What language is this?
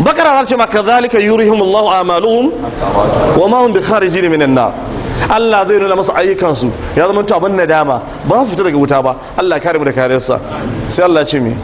Hausa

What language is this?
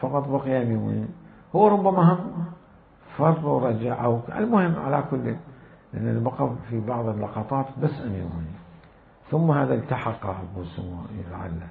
Mesopotamian Arabic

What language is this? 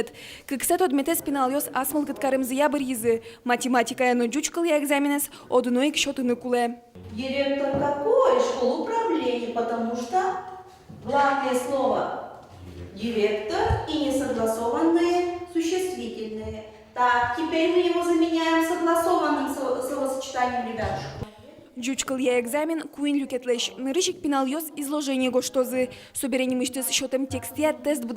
Udmurt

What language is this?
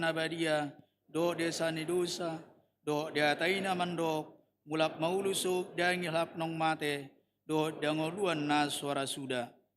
Batak Toba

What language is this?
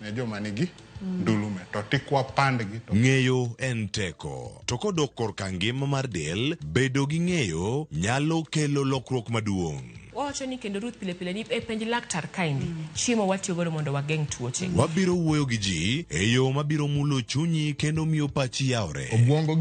Luo (Kenya and Tanzania)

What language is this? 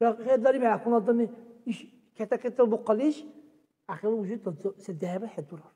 Dargwa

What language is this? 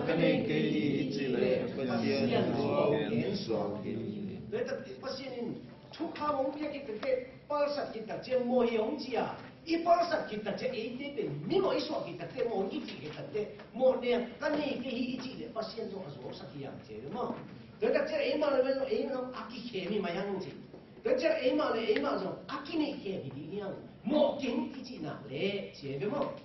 Tedim Chin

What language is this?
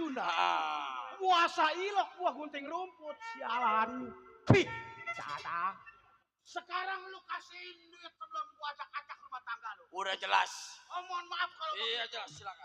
Betawi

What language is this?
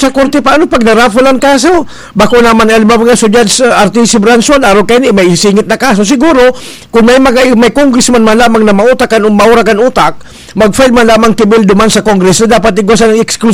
Bikol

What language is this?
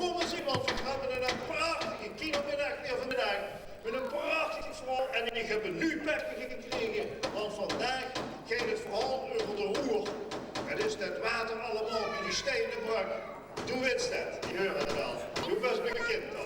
Limburgish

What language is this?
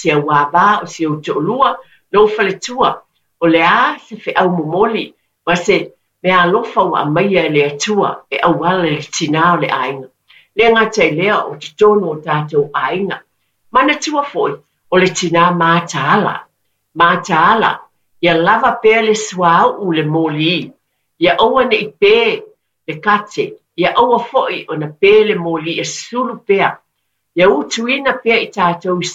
Samoan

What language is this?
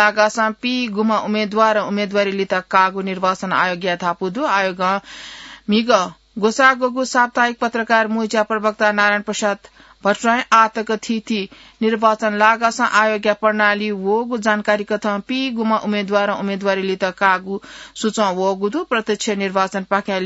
Newari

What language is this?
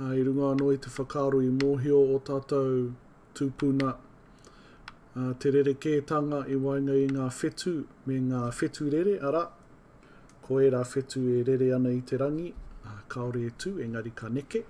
Māori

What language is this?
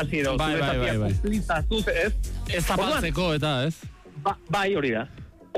Basque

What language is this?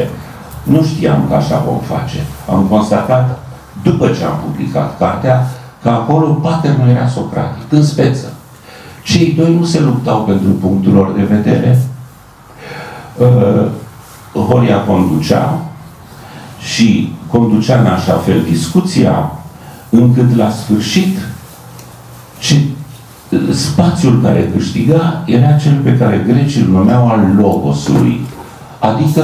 Romanian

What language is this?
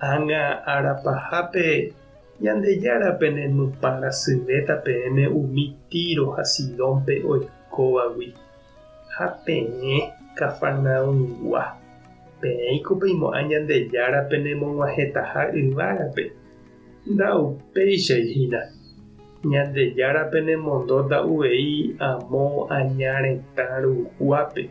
Guarani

